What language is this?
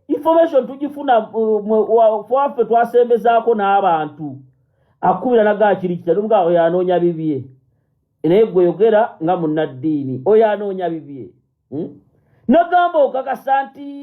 Ganda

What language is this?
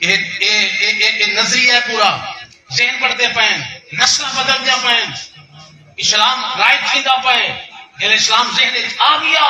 Saraiki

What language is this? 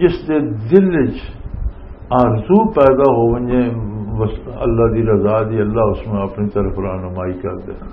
Western Panjabi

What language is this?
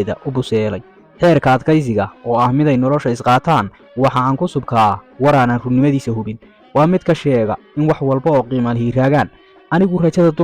Somali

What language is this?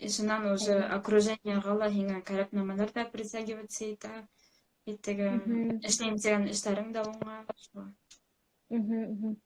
Bashkir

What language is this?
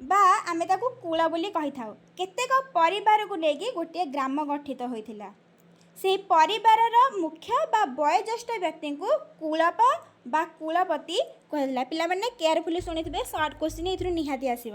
Odia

